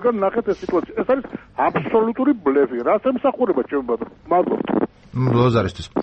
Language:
Georgian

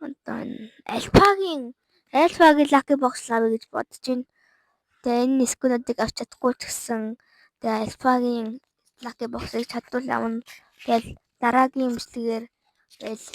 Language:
Mongolian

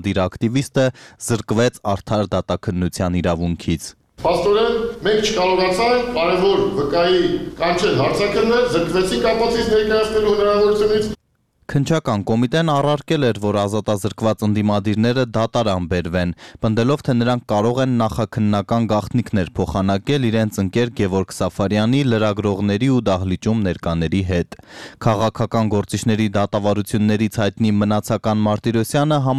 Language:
Armenian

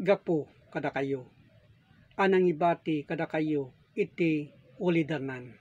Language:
Iloko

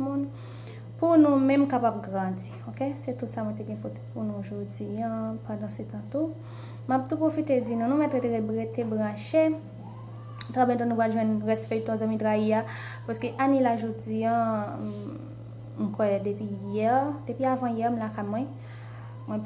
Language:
Haitian Creole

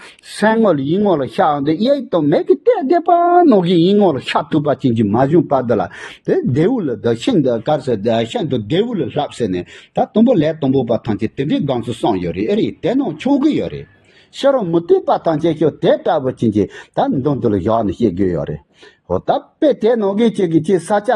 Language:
Tibetan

